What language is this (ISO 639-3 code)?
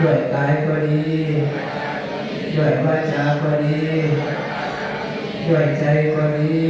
lao